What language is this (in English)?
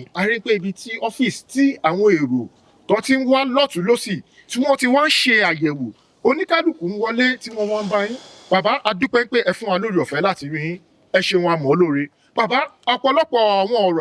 Yoruba